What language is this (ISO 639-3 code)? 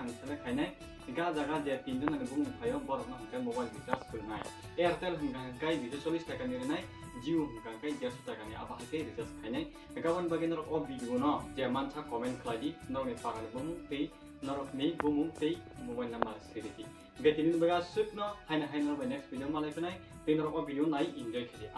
trp